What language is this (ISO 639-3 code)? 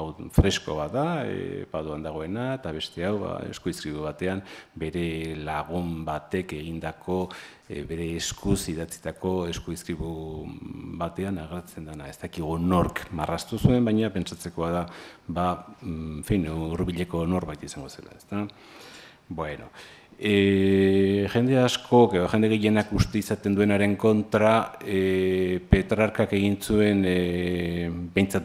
eus